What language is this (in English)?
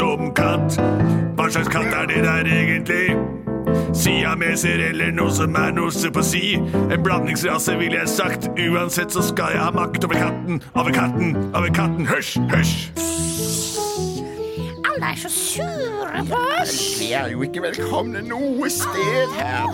Norwegian